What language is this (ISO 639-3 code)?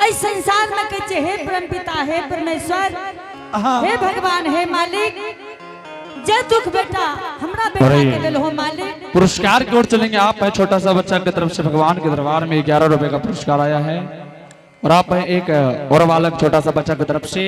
anp